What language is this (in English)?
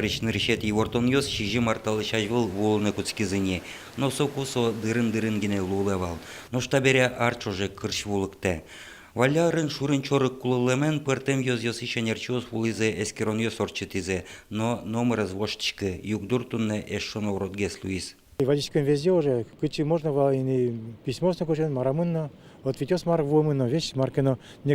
Udmurt